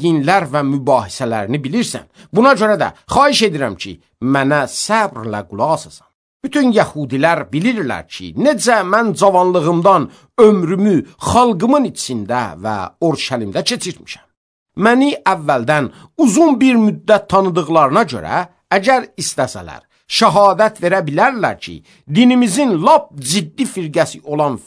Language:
Azerbaijani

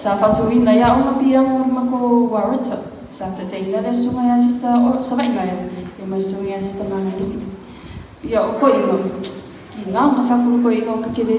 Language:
Samoan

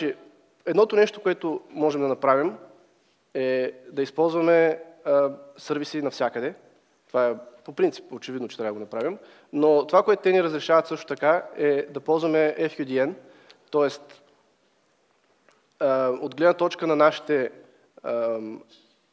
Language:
Bulgarian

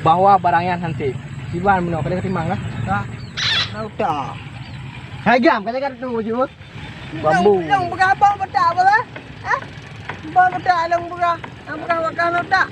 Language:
Achinese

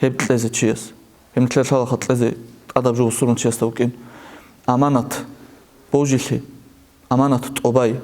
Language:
Avaric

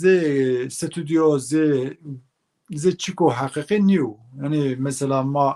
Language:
Zaza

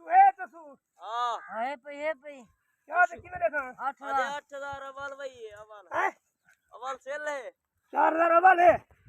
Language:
Saraiki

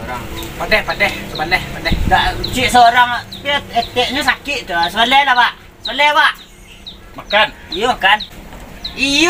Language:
Minangkabau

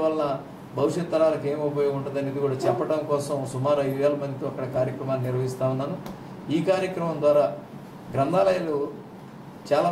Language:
Telugu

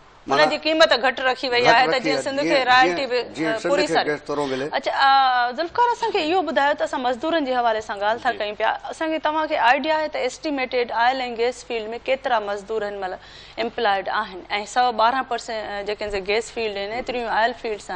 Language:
Sindhi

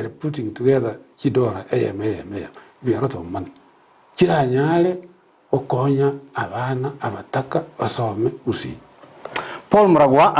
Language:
Gusii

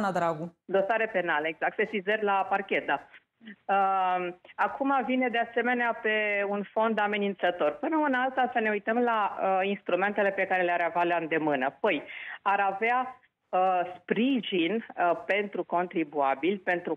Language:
Romanian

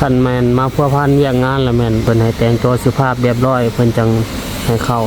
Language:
Lao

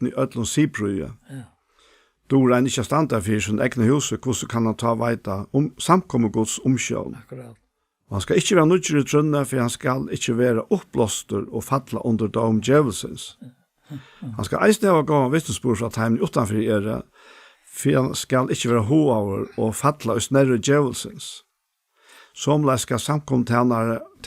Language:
Faroese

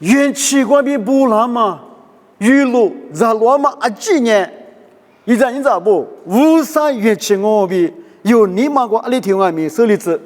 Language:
Lisu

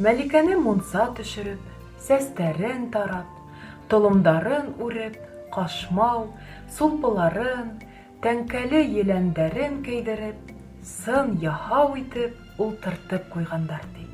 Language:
Bashkir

